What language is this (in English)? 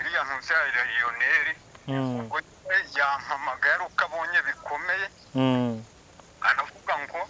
Kinyarwanda